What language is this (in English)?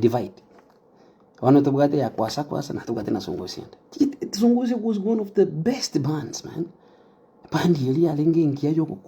Gusii